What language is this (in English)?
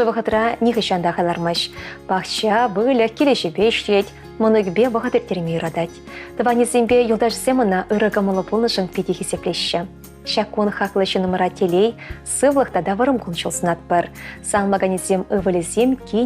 Chuvash